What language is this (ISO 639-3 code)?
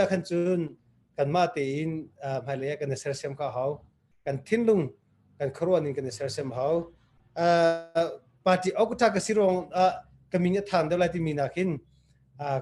cnh